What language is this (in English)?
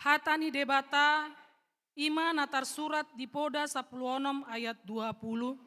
Batak Toba